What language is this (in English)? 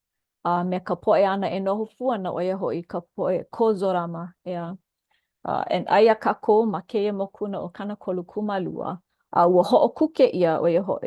Hawaiian